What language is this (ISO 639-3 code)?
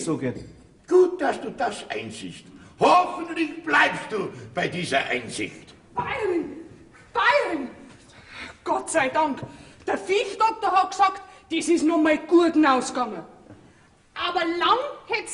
bar